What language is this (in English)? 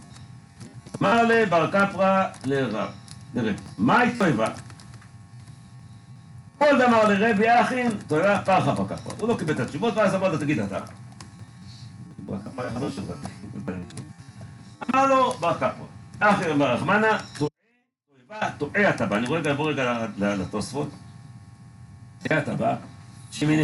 Hebrew